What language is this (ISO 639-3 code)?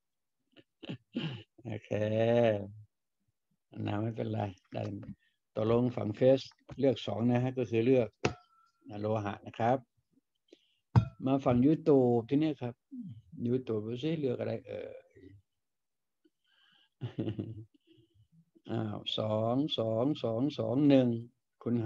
tha